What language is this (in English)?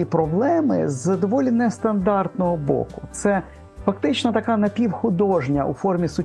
Ukrainian